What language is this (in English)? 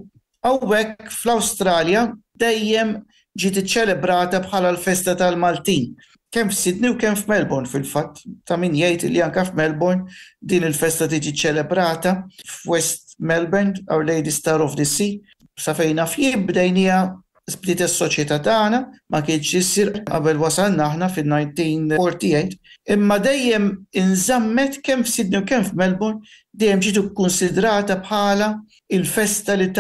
Maltese